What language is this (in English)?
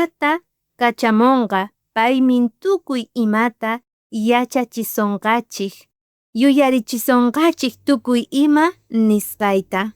South Bolivian Quechua